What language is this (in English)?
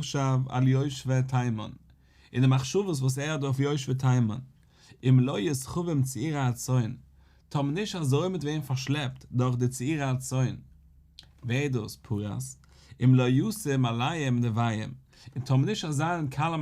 Yiddish